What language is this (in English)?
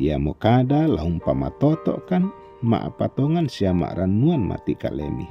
Toraja-Sa'dan